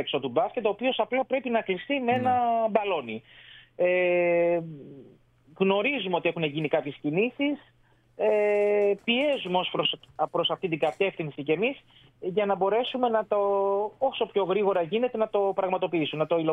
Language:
Greek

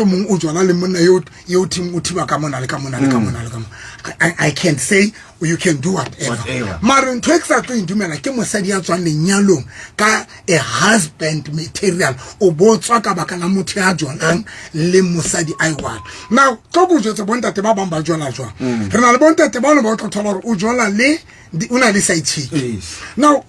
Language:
Southern Sotho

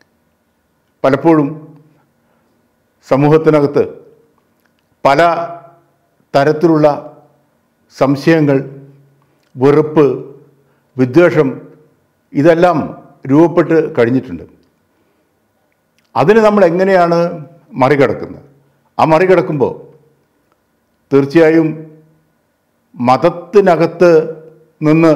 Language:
Malayalam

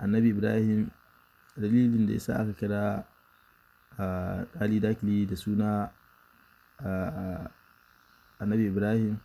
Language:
Hausa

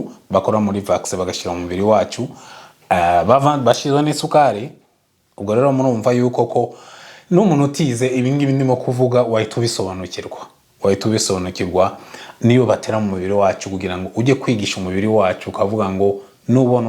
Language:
Kinyarwanda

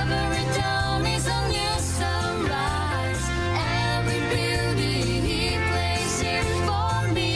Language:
Gilbertese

